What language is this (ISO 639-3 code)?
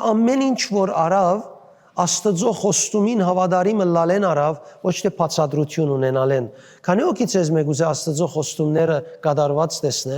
hyw